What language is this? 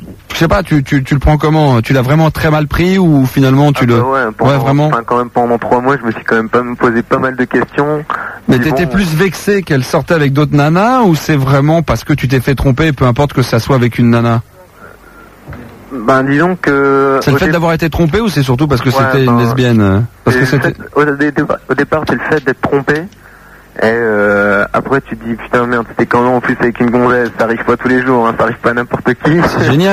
French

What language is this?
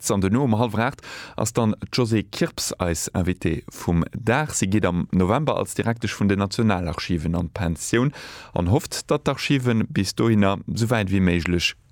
Luxembourgish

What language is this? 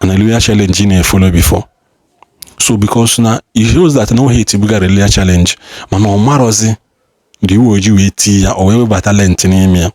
Igbo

